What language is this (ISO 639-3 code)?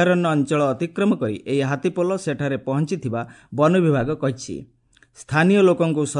ori